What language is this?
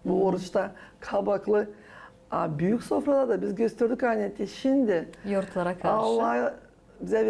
Gagauz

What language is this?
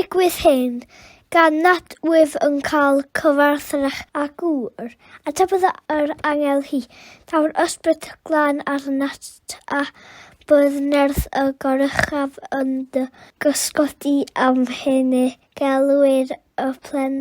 Welsh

